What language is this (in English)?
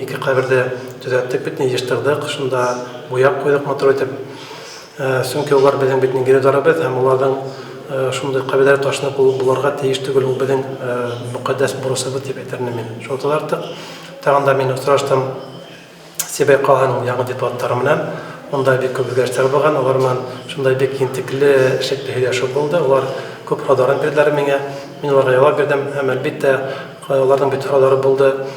Bashkir